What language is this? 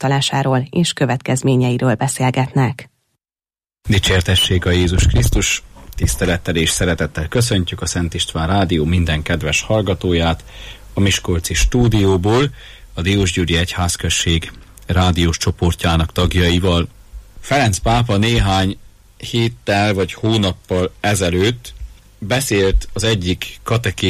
Hungarian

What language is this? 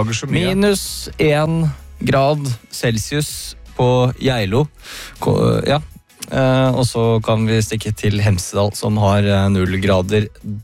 Norwegian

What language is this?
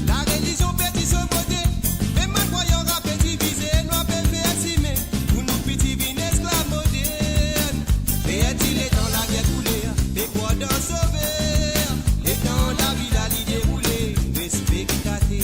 Morisyen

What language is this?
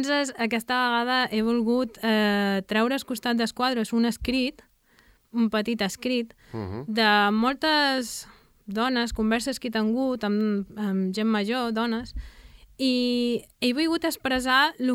Catalan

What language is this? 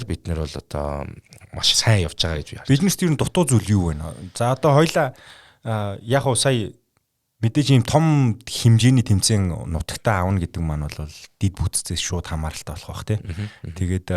Mongolian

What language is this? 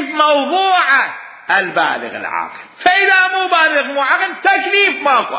Mesopotamian Arabic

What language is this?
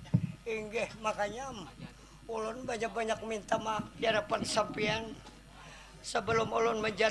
Banjar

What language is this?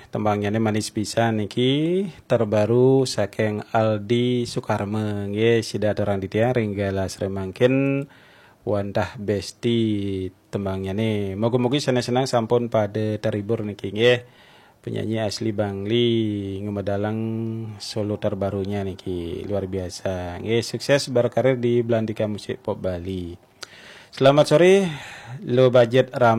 Balinese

